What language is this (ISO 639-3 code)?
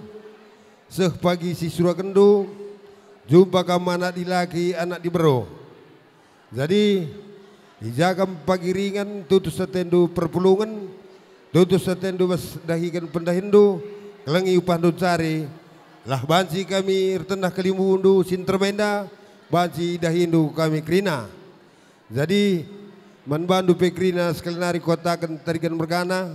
btx